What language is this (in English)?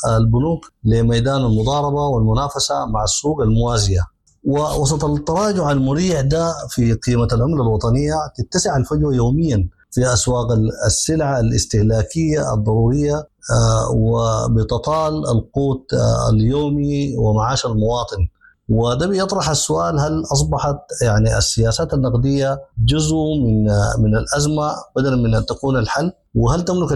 Sudanese Arabic